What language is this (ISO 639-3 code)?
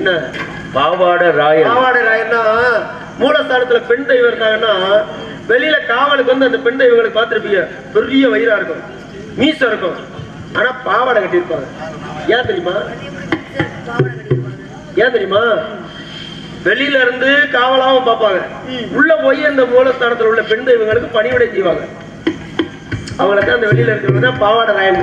tam